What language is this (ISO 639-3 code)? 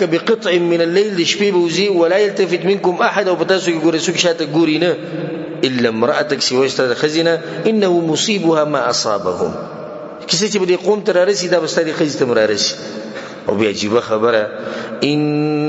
pus